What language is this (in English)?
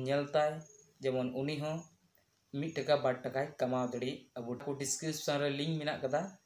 Santali